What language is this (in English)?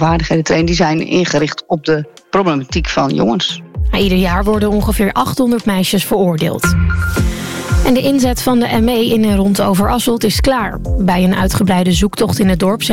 Dutch